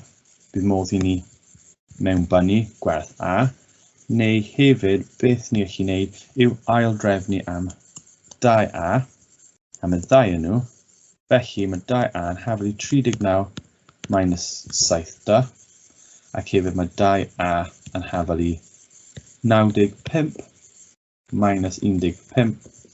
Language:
Welsh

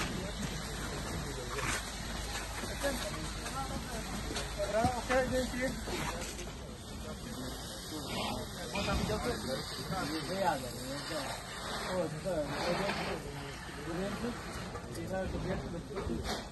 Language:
Polish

